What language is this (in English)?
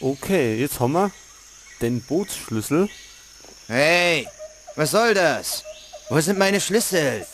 Bavarian